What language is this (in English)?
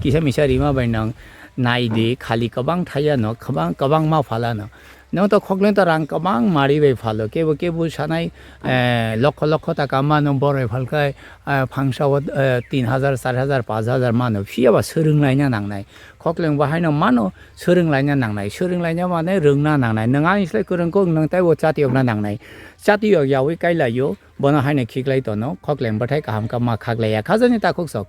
Kok Borok